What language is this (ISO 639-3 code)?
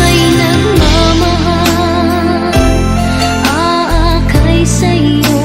bik